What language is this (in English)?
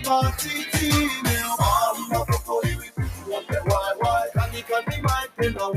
Māori